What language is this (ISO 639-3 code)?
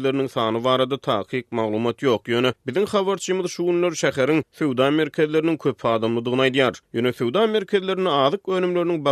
tuk